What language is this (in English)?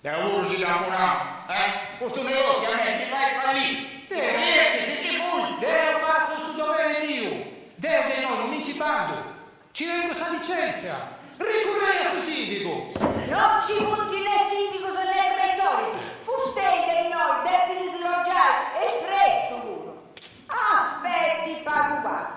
Sardinian